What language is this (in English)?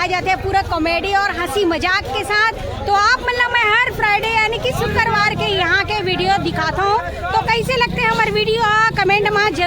Chhattisgarhi